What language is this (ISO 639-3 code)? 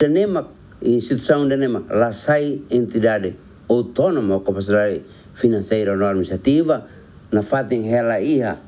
tet